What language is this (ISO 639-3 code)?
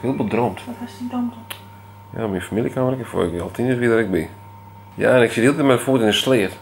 fry